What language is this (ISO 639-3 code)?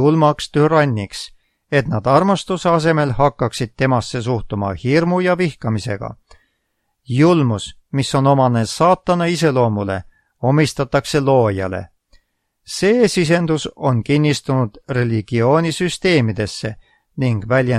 est